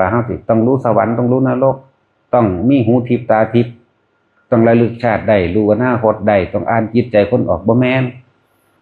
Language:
Lao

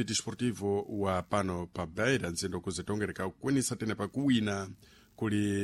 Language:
Sena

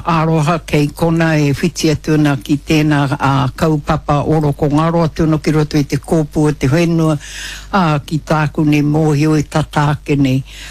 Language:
Māori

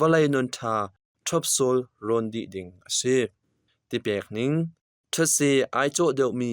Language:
Hakha Chin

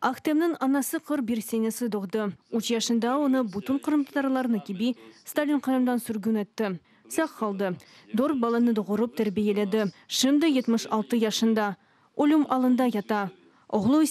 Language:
Crimean Tatar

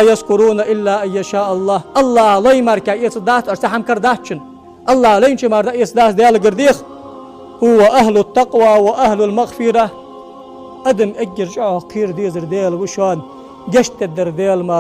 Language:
Ingush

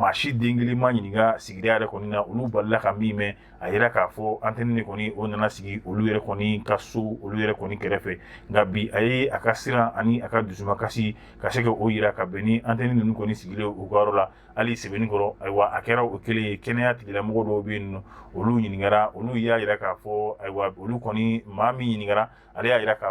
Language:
Bambara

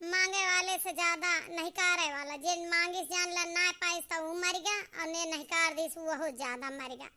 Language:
Awadhi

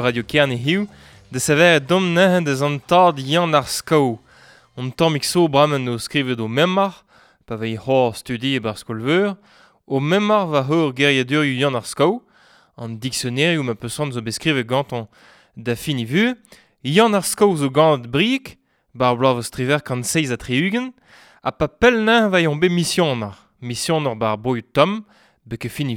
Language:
Breton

